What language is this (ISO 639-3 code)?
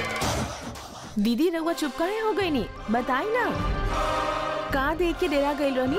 bho